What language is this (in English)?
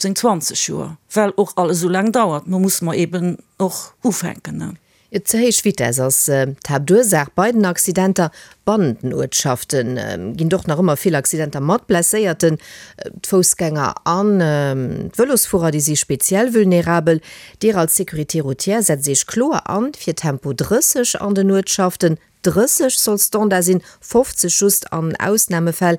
Luxembourgish